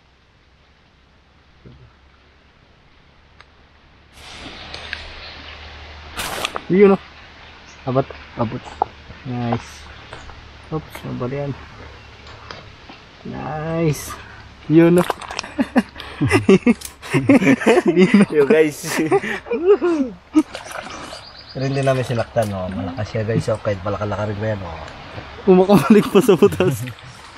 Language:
Filipino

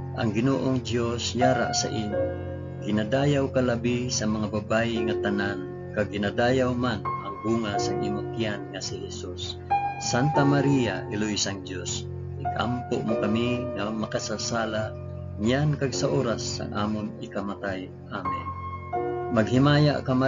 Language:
Hiligaynon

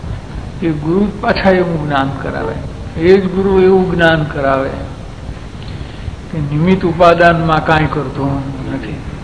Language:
Gujarati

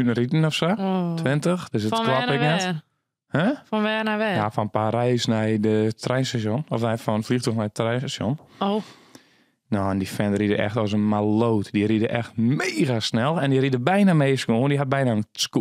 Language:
Western Frisian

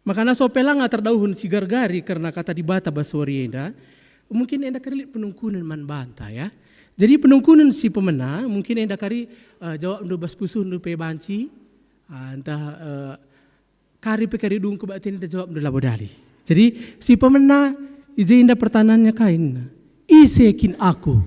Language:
Batak Karo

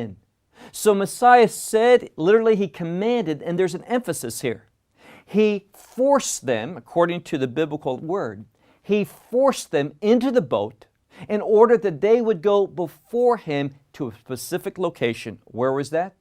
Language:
English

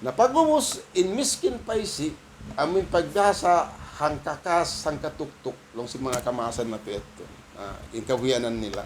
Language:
Tausug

